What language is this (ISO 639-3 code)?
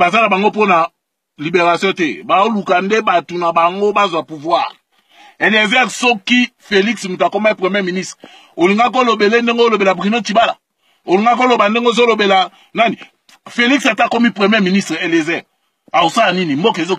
lin